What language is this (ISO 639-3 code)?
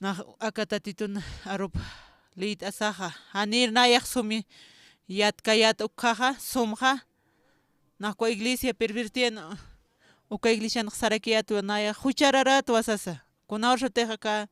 aym